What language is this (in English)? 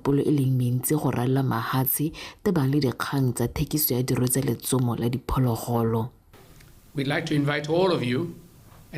Tswana